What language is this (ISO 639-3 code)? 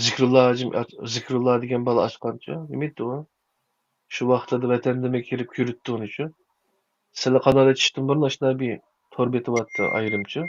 uig